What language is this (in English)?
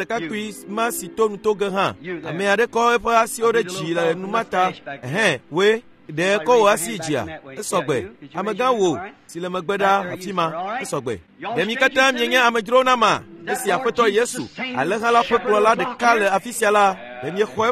Ewe